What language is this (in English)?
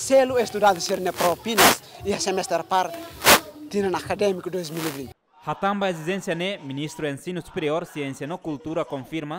Tetum